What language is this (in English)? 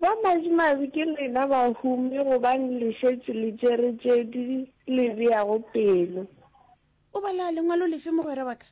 Northern Sotho